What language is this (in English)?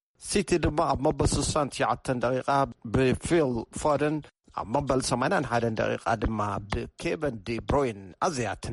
Tigrinya